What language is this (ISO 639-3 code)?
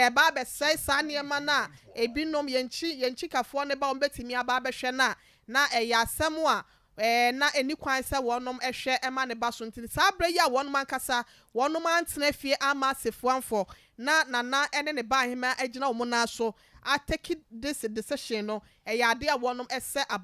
aka